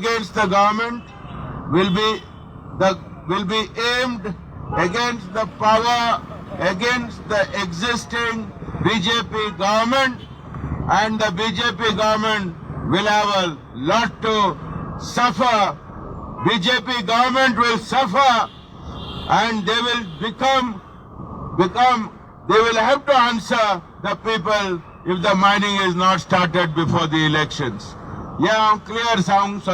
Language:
Konkani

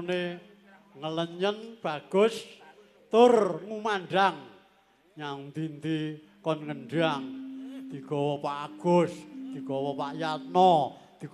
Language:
Javanese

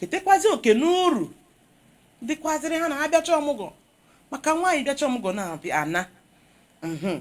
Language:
Igbo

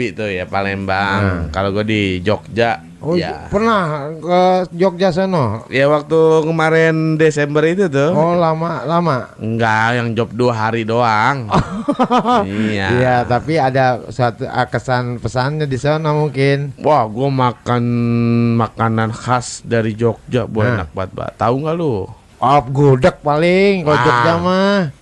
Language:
Betawi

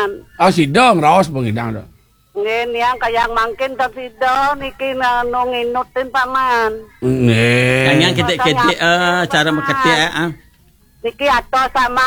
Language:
Balinese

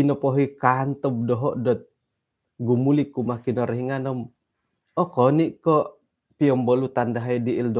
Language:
Central Dusun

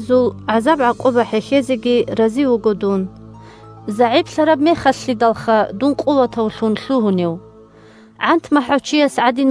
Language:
Avaric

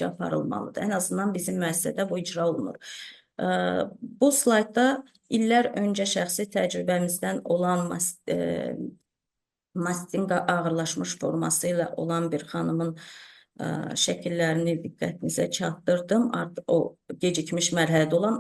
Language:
Azerbaijani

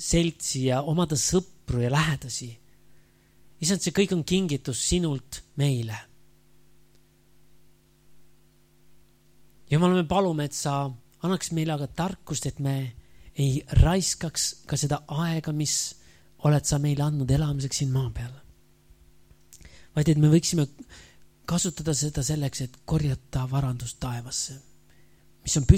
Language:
Estonian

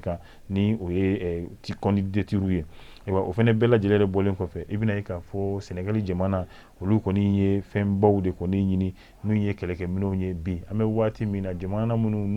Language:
Bambara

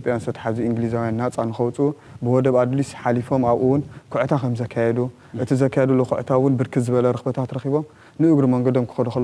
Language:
Tigrinya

